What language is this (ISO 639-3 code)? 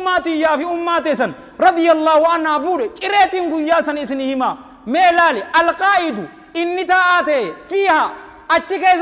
orm